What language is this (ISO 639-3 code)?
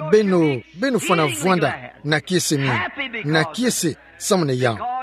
ktu